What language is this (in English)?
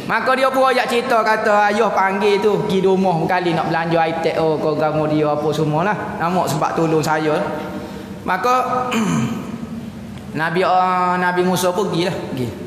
Malay